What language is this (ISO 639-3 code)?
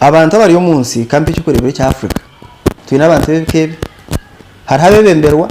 nyn